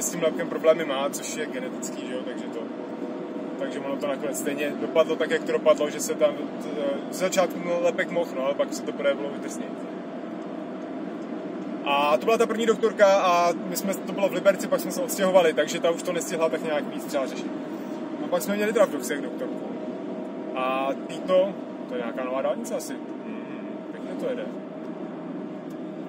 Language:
Czech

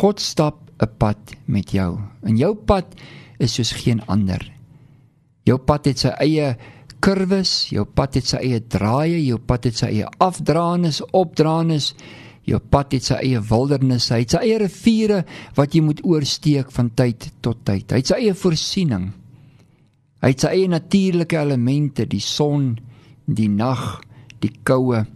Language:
Afrikaans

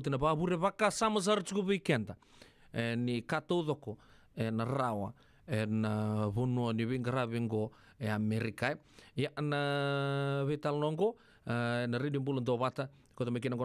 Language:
Fijian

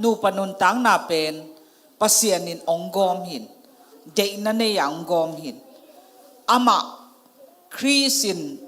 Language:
Tedim Chin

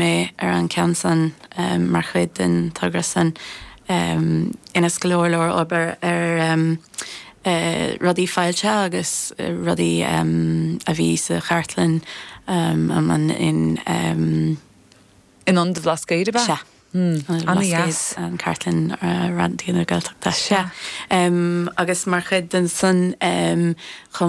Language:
Irish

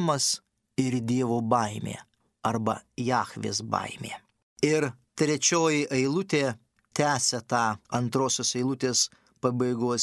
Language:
Lithuanian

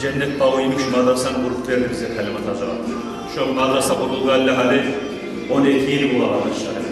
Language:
Kumyk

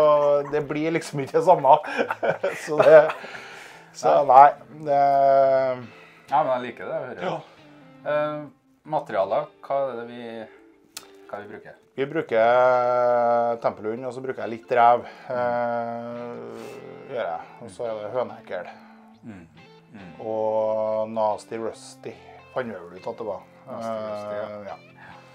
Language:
Norwegian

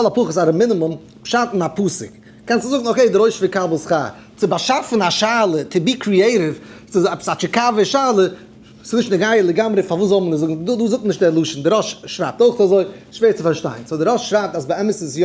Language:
Yiddish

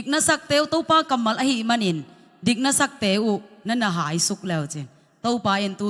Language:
Tedim Chin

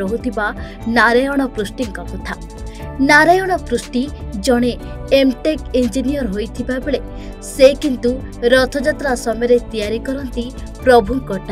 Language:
Odia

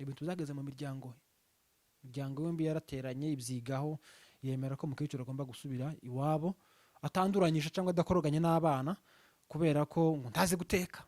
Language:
Rundi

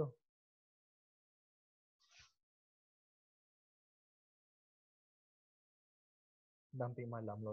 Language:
Malay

